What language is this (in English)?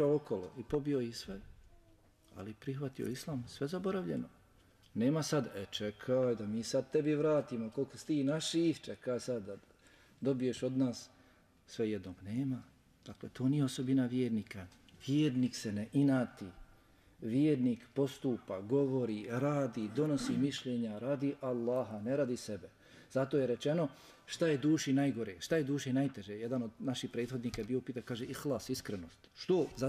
Bosnian